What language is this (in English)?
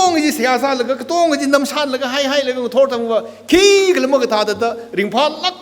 Tangkhul Naga (India)